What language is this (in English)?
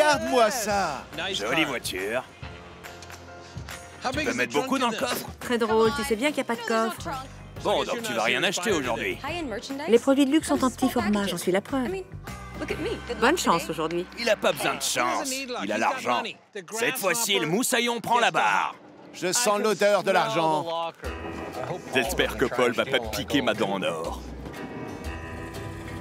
French